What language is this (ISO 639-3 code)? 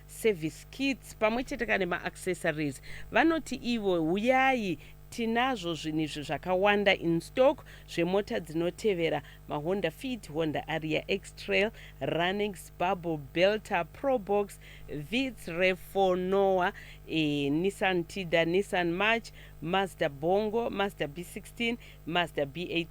sna